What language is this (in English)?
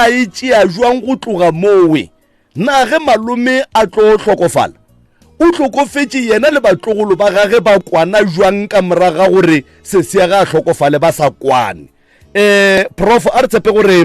Northern Sotho